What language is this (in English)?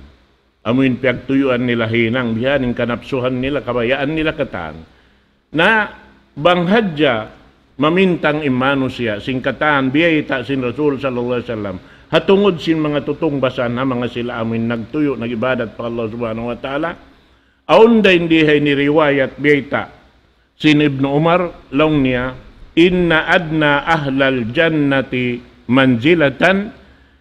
Tausug